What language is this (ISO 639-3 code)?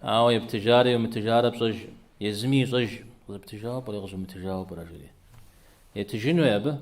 kbd